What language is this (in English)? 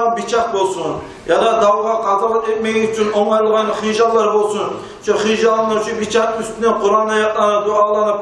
Kumyk